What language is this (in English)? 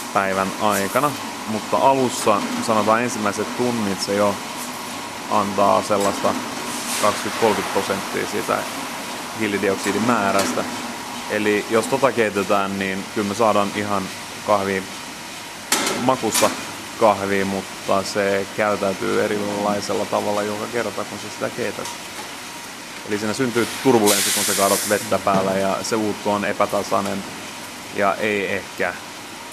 Finnish